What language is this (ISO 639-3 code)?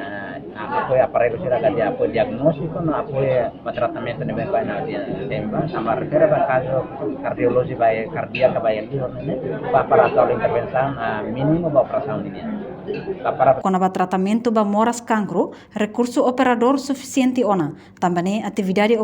tet